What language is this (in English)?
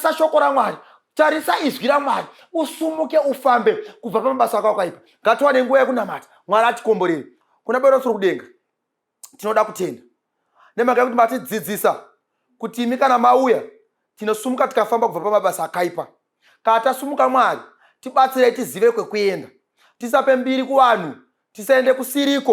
Shona